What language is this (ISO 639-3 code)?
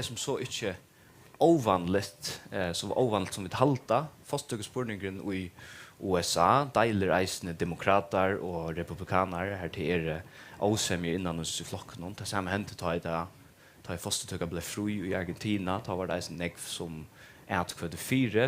fao